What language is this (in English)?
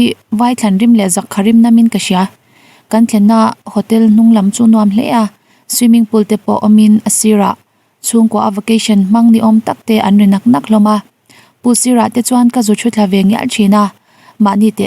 Mizo